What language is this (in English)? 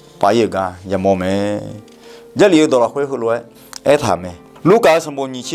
Akha